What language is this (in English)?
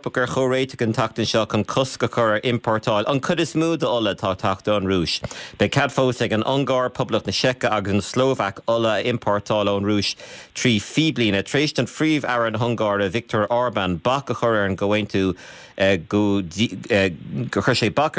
Irish